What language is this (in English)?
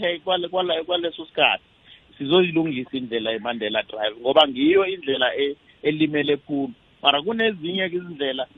South Ndebele